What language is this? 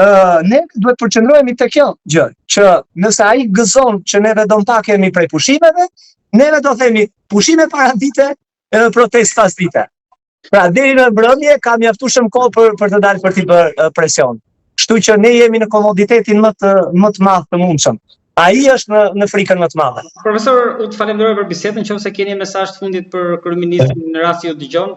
Albanian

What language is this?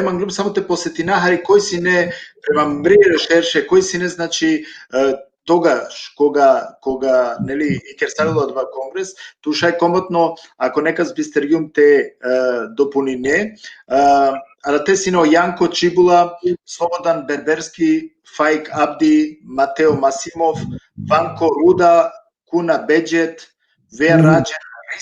Balkan Romani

